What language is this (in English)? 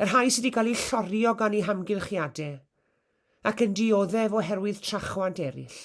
Welsh